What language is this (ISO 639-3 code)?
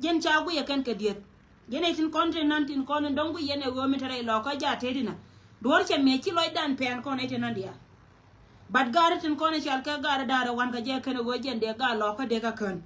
nus